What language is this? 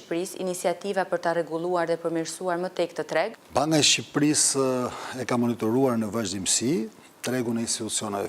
Albanian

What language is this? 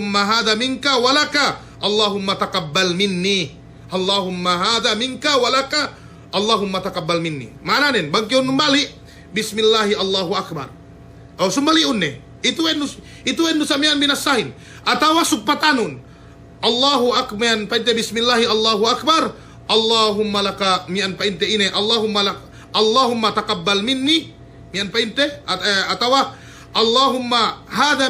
Yakan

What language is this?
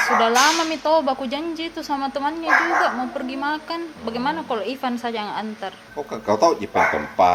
Makassar Malay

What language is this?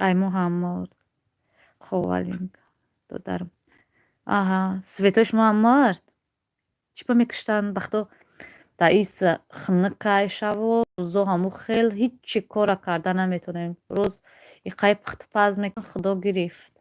Tajik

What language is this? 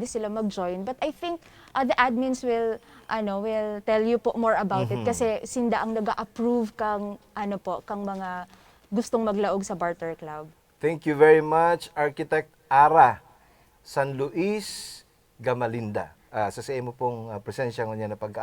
Bikol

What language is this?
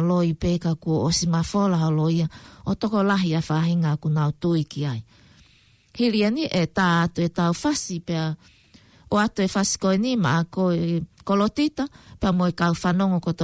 Tongan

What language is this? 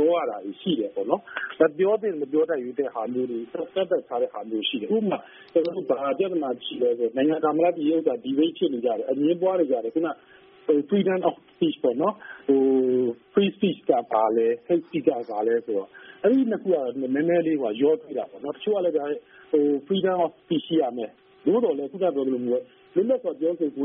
Burmese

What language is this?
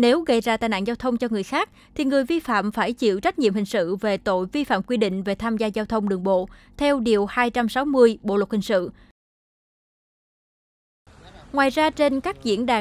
Vietnamese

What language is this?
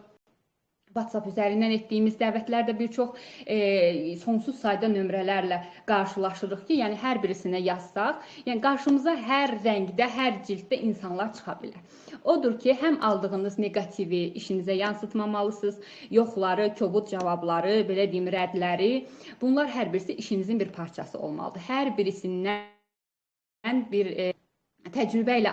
Azerbaijani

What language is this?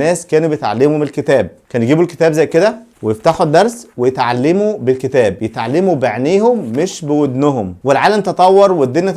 Egyptian Arabic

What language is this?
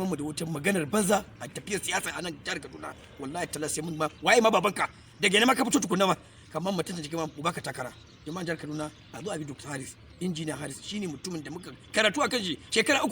Hausa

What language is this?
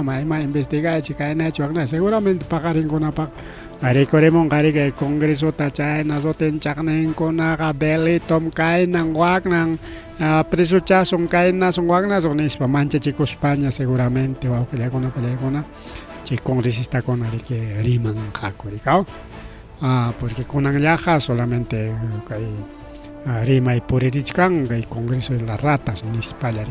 Ayacucho Quechua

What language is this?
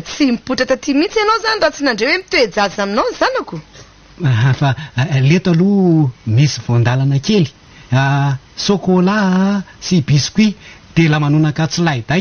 Malagasy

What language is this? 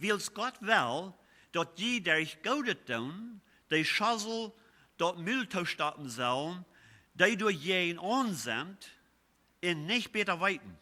Plautdietsch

